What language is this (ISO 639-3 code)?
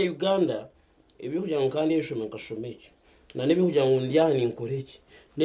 nyn